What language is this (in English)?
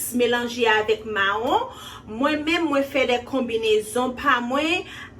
Haitian Creole